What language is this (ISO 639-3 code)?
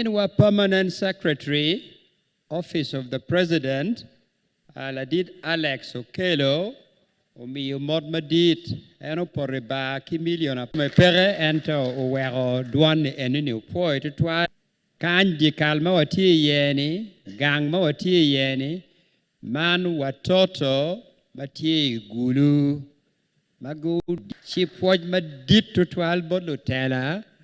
ach